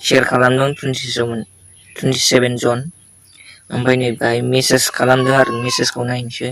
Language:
Bodo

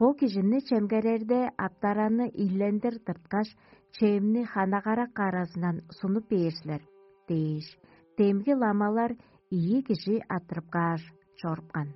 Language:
Tuvinian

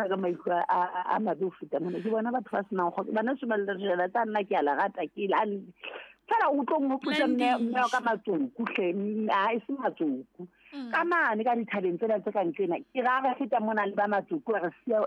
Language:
Southern Sotho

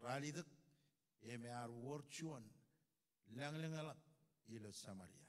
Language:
Marshallese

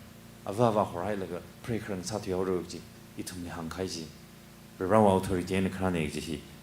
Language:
Tangkhul Naga (India)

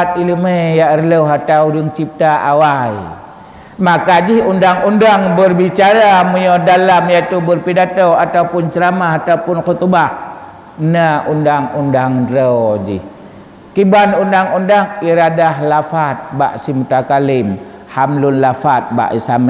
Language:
Achinese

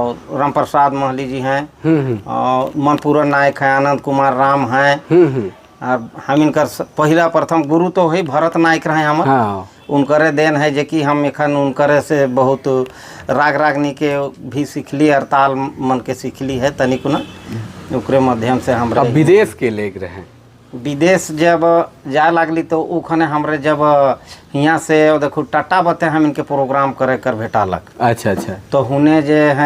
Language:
Sadri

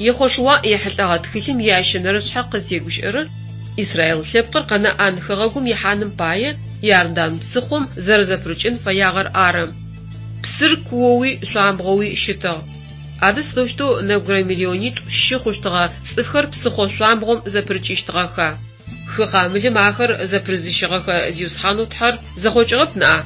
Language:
Adyghe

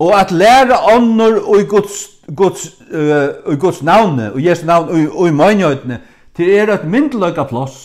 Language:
Faroese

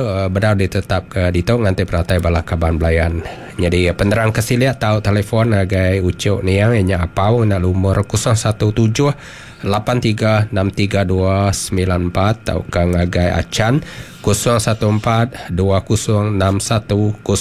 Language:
Iban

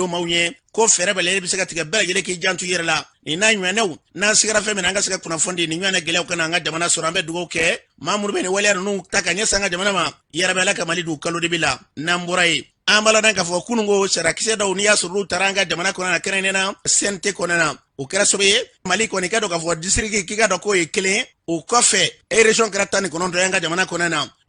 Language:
Bambara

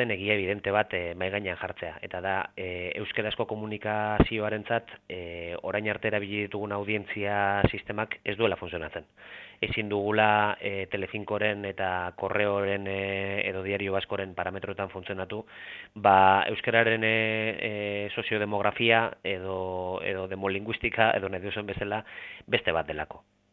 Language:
Basque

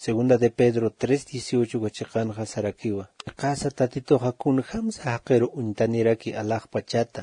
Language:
Aymara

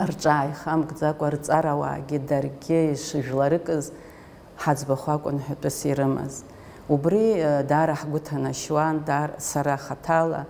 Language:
Abkhazian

